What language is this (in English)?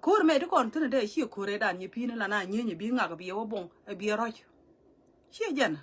Nuer